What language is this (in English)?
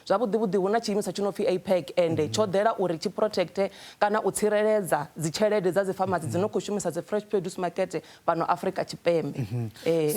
Venda